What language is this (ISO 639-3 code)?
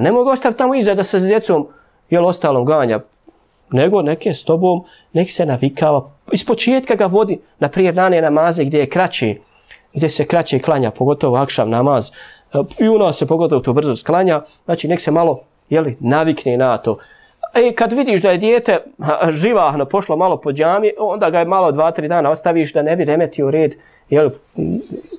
bos